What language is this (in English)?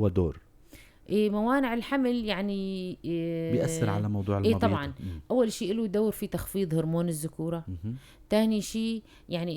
North Levantine Arabic